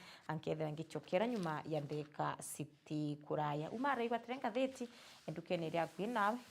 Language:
Meru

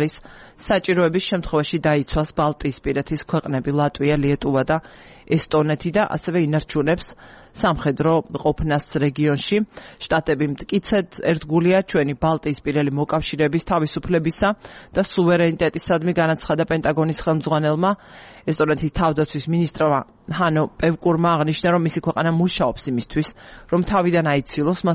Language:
Georgian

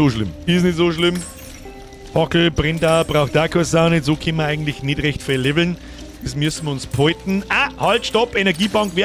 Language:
Bavarian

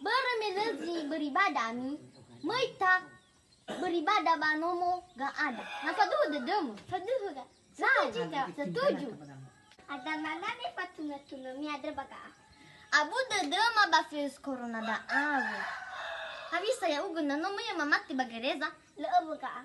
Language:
Nias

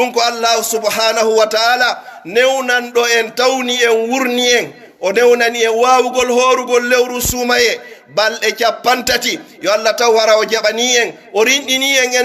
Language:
Pular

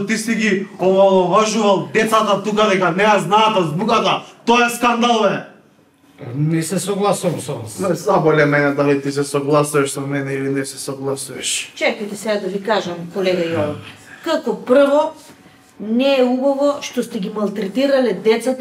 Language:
Macedonian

